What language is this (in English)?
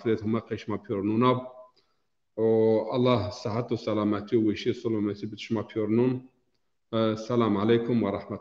Zaza